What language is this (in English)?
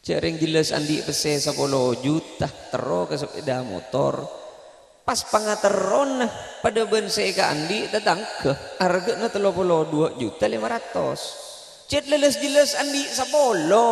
Madurese